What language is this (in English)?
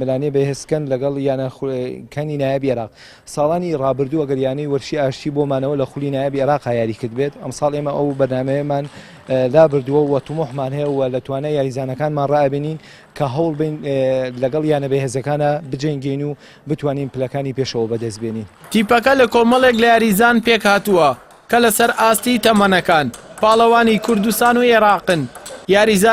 Central Kurdish